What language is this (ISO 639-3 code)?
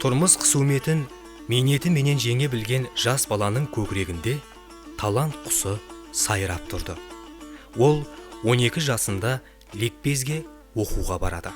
kaa